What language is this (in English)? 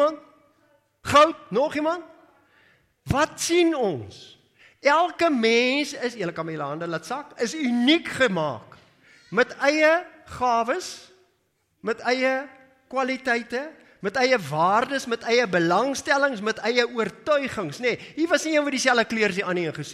Afrikaans